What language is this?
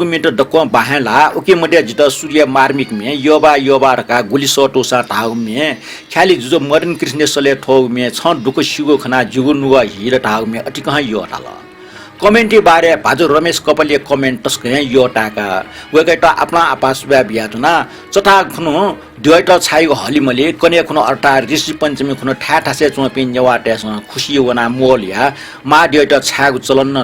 Newari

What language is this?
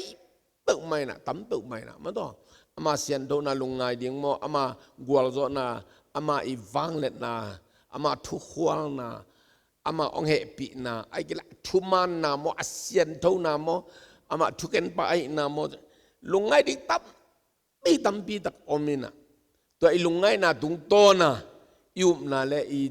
Tedim Chin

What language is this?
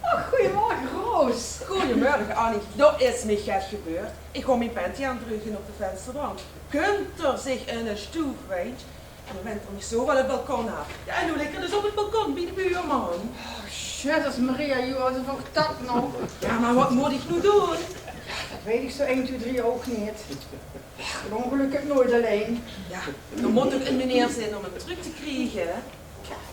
Limburgish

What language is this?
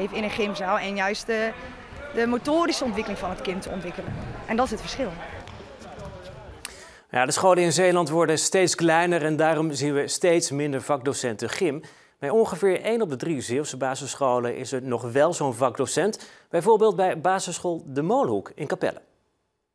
Dutch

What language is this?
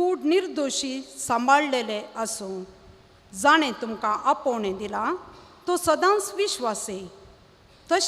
Konkani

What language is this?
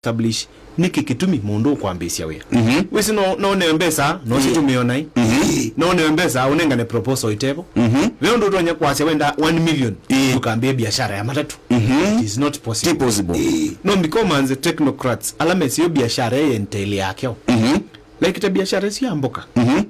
Kamba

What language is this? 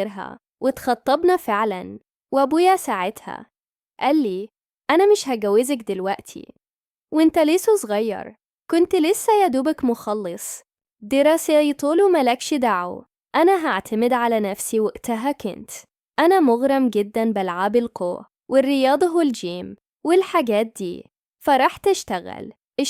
Egyptian Arabic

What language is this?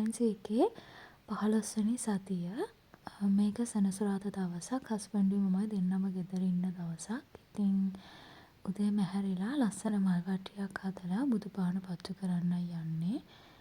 Sinhala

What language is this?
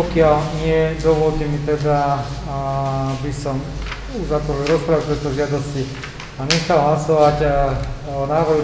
Slovak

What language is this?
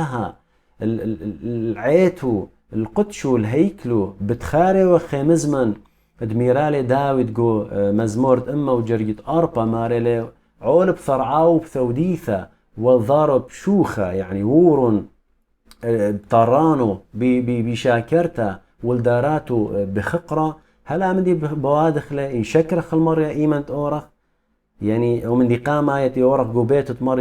Assyrian Neo-Aramaic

